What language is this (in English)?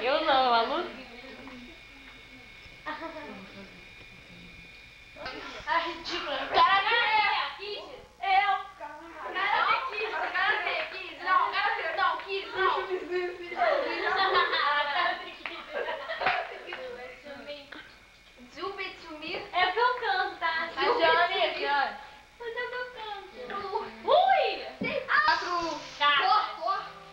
Portuguese